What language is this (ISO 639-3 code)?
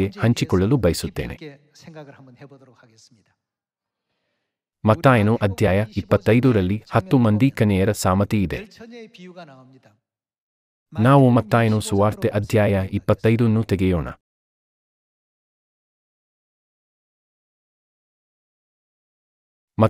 kan